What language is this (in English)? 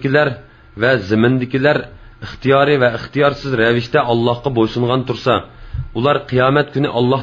Uyghur